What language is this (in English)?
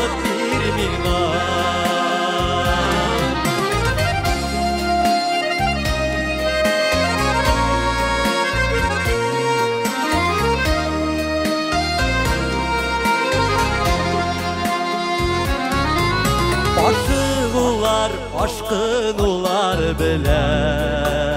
Tatar